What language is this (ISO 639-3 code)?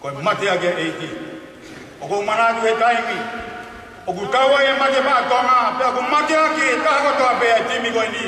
ton